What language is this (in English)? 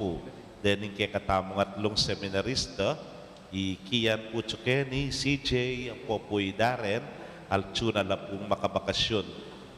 Pampanga